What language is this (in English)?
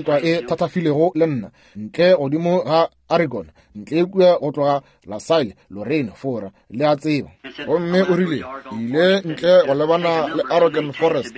Northern Sotho